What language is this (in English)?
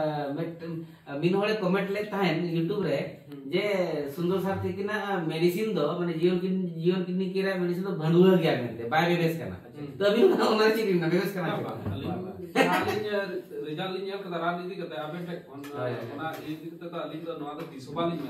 Santali